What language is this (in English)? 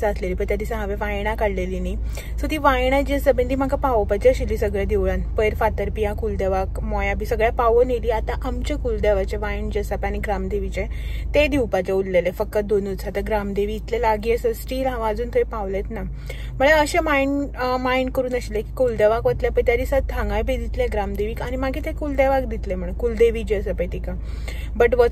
Konkani